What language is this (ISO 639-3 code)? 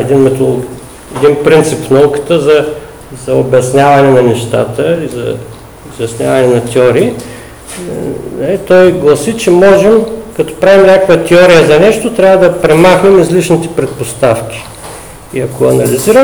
bul